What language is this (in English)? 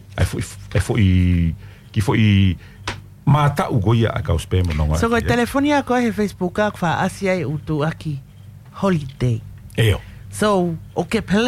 Tongan